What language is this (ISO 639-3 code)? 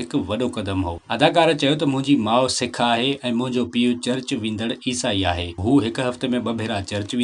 snd